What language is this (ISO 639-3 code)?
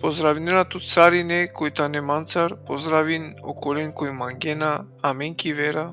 rmn